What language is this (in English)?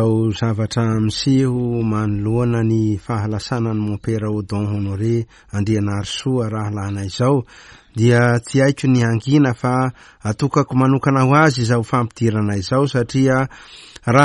Malagasy